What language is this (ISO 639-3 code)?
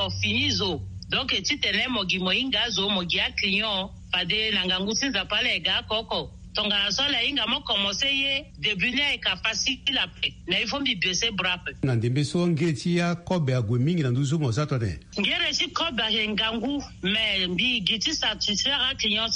sag